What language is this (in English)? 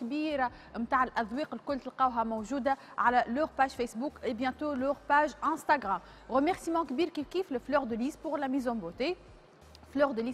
Tunisian Arabic